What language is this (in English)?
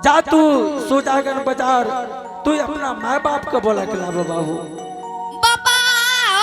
Angika